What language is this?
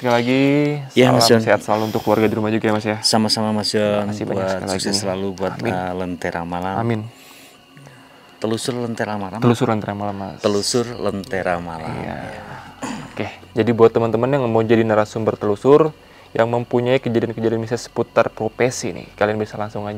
Indonesian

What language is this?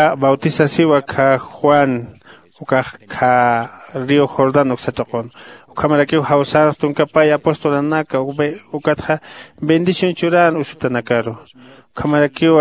Aymara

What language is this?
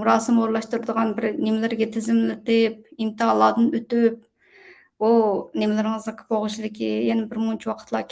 Uyghur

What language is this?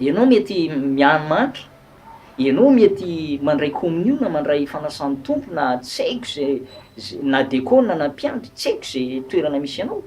Malagasy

